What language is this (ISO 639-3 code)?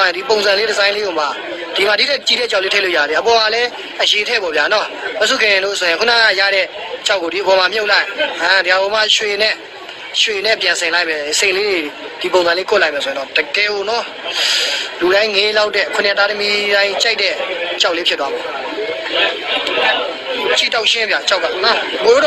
mya